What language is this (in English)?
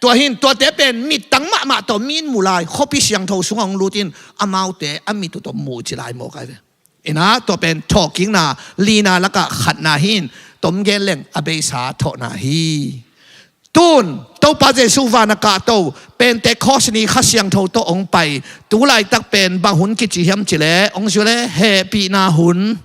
Tedim Chin